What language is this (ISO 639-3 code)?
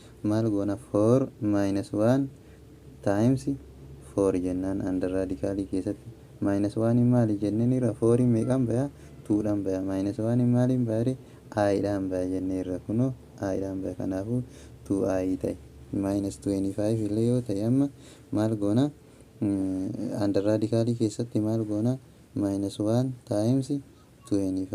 orm